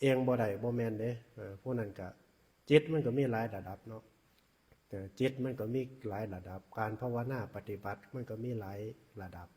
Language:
Northeastern Thai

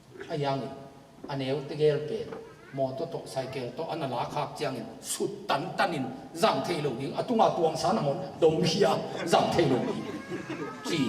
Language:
Tedim Chin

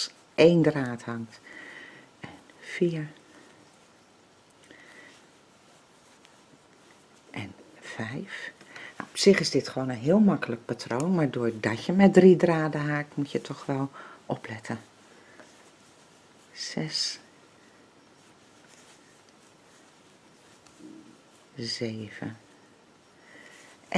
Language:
Dutch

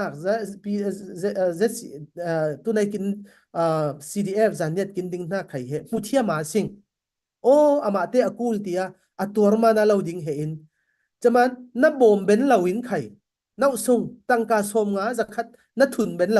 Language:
Falam Chin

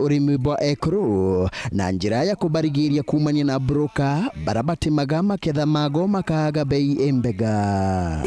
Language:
Meru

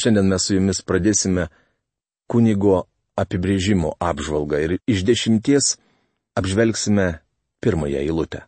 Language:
Lithuanian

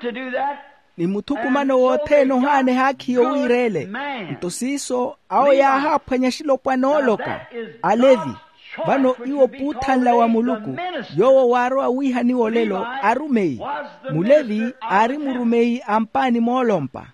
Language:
Makhuwa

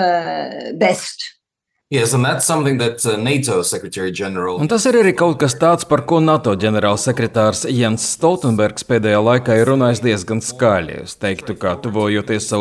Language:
Latvian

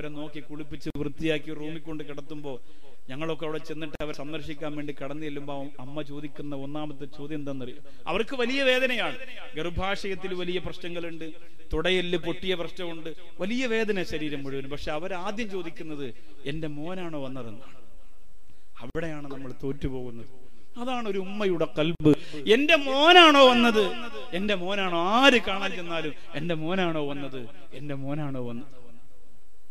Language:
Malayalam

